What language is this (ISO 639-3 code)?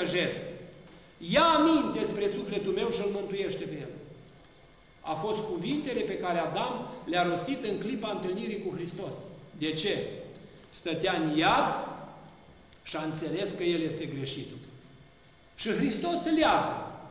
ron